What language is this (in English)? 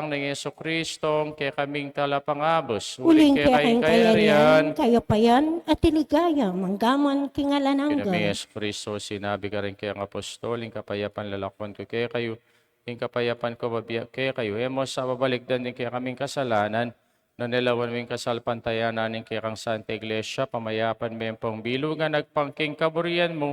Pampanga